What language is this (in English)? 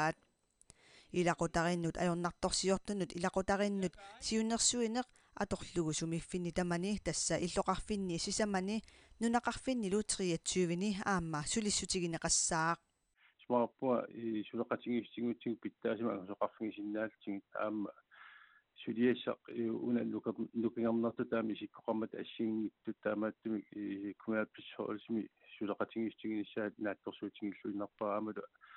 Kalaallisut